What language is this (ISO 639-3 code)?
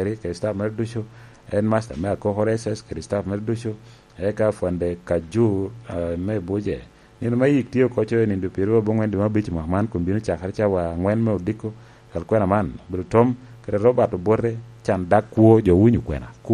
laj